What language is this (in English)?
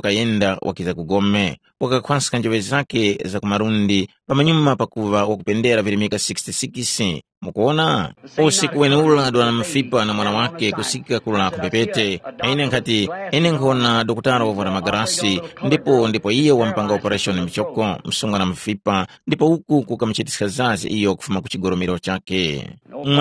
Tumbuka